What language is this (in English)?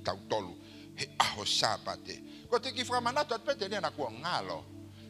Tongan